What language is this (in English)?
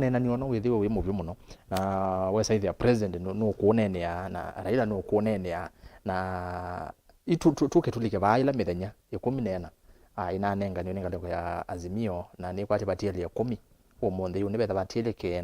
Kamba